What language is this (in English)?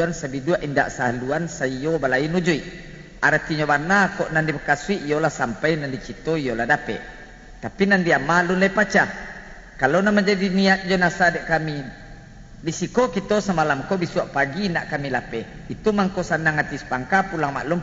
Minangkabau